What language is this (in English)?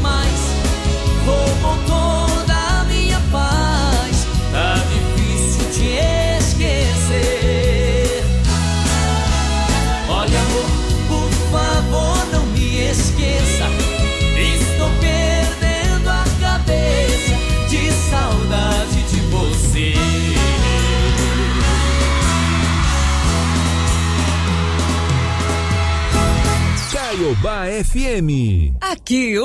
Portuguese